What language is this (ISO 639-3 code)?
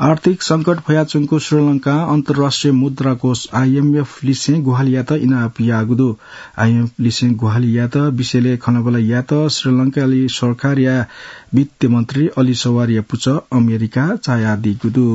new